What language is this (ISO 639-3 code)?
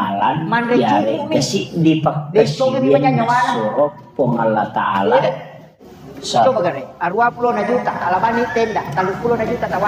bug